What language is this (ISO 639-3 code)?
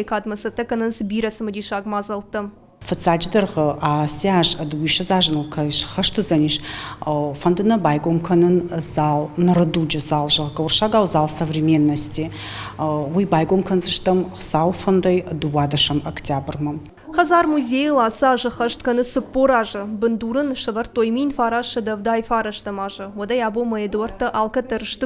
oss